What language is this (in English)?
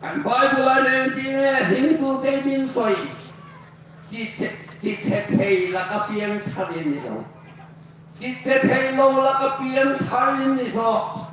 Hmar